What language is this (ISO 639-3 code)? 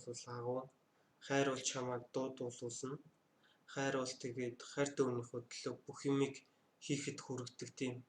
mon